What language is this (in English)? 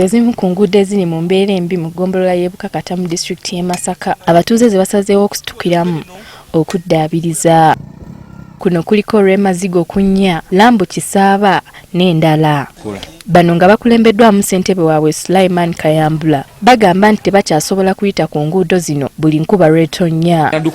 Ganda